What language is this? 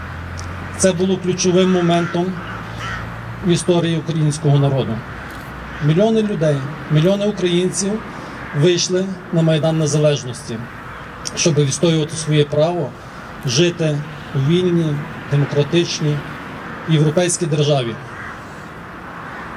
Ukrainian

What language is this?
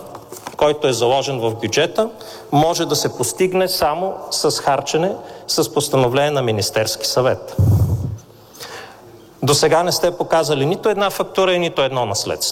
Bulgarian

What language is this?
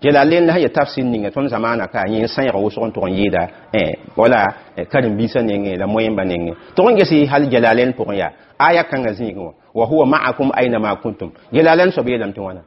Mossi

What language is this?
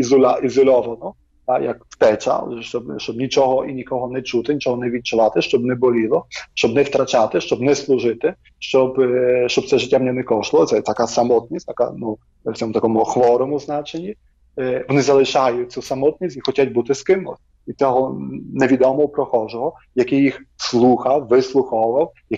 Ukrainian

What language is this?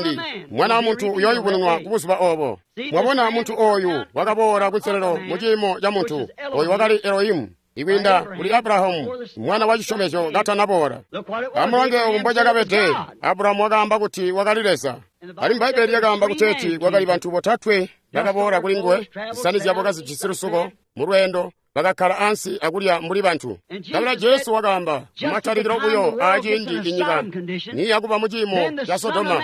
Tonga (Zambia)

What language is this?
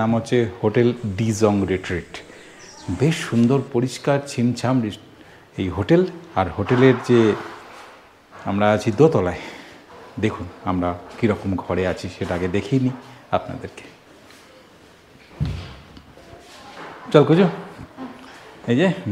Bangla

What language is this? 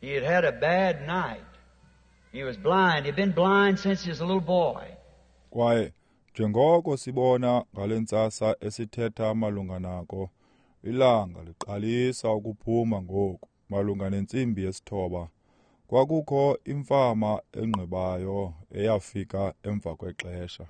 Xhosa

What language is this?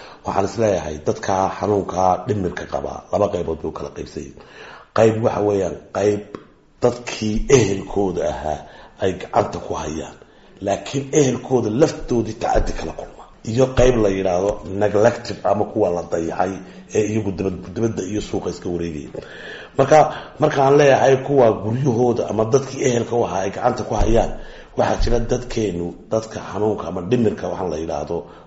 Somali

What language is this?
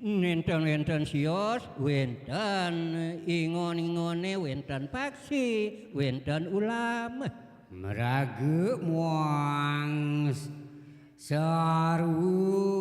Balinese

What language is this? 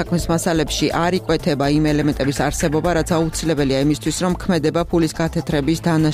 Georgian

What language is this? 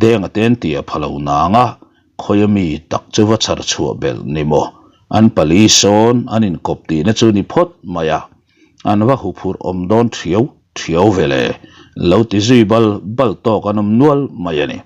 Mizo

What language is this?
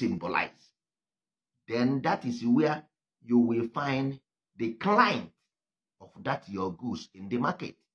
Igbo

